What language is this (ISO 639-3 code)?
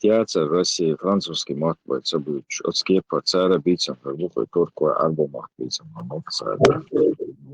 che